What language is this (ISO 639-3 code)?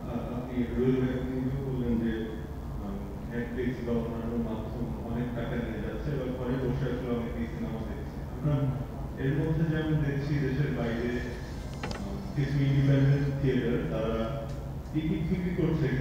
ben